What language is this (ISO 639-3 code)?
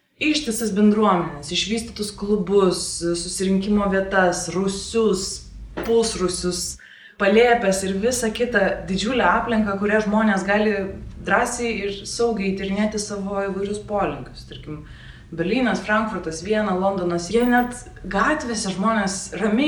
lit